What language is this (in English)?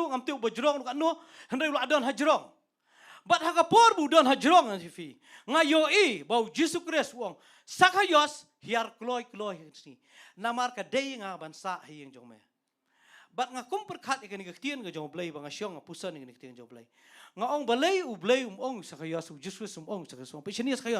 Khasi